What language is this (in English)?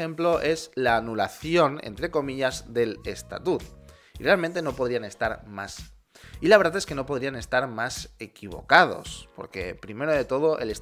Spanish